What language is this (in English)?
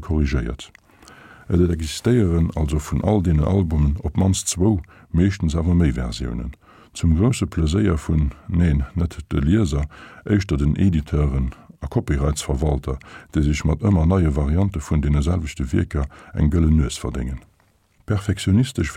Luxembourgish